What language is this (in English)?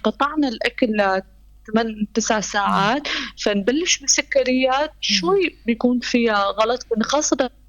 North Levantine Arabic